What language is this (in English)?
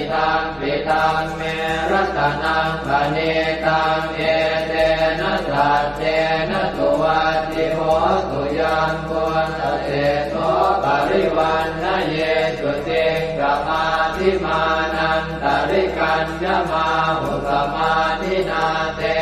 Pali